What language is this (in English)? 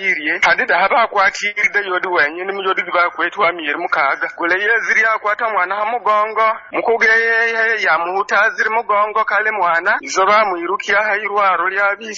Nyoro